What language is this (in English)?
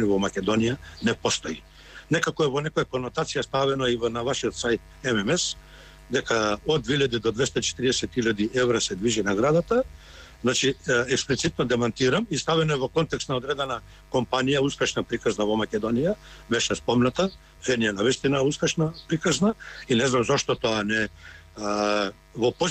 Macedonian